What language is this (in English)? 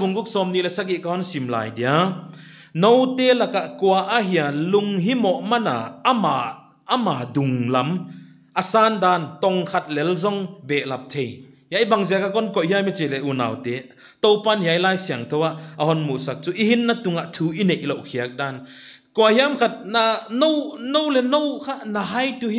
Paite Chin